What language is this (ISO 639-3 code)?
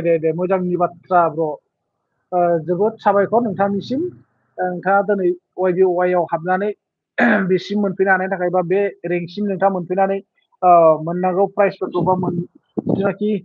brx